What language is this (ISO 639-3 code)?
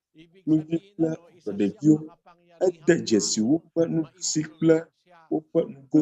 ewe